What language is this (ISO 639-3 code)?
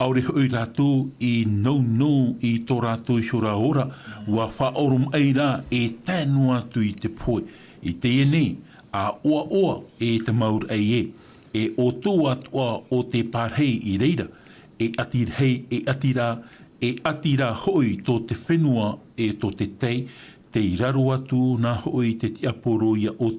tah